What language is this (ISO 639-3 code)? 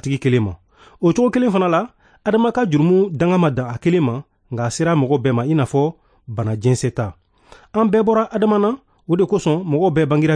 bam